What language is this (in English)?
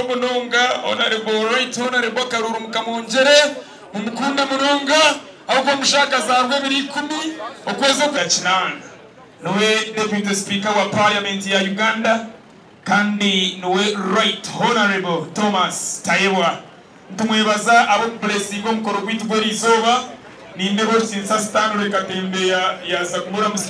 Nyankole